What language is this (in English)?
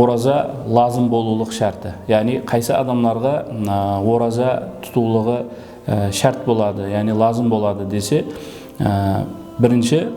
Kara-Kalpak